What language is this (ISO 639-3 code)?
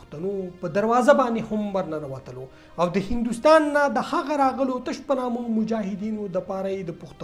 pus